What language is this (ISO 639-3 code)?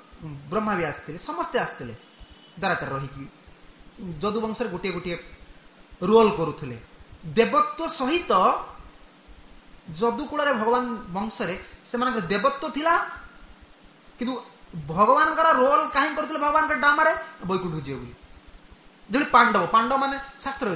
ori